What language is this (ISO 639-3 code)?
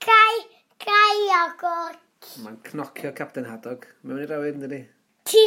cym